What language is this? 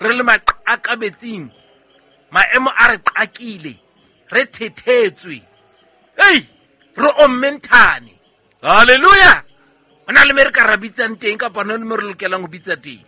Southern Sotho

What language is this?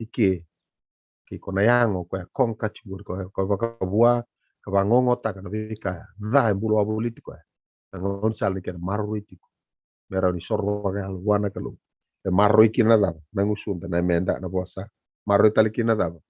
Fijian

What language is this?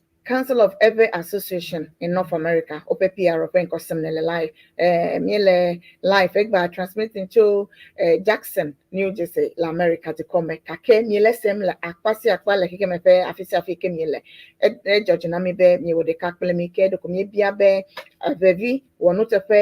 Ewe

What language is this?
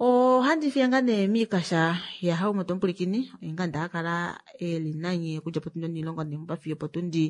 Kuanyama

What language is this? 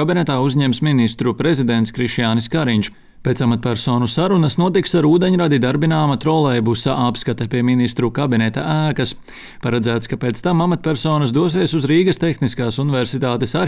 Latvian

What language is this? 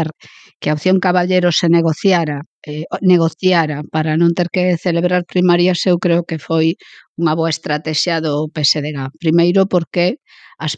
Galician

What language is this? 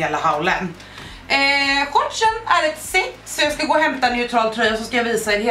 Swedish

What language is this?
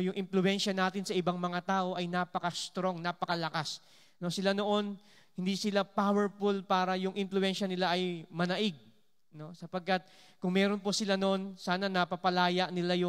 Filipino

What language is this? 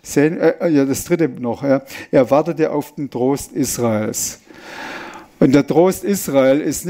Swiss German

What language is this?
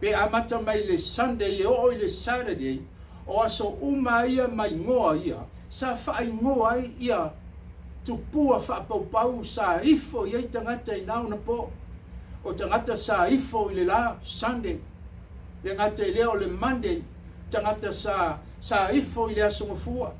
Samoan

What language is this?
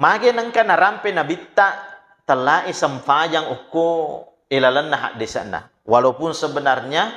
Buginese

